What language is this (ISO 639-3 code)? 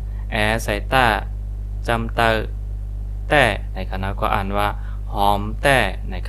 shn